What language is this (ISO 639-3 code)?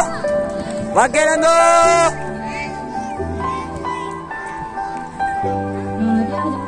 msa